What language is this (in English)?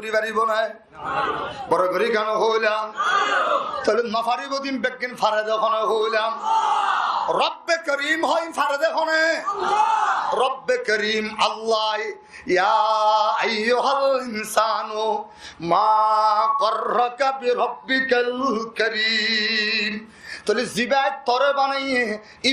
Rohingya